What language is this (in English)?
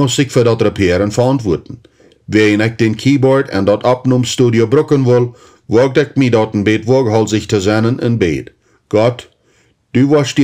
Plautdietsch